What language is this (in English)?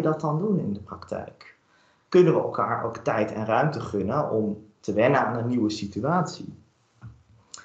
Dutch